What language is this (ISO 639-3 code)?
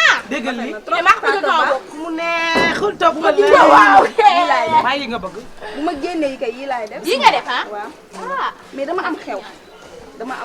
wol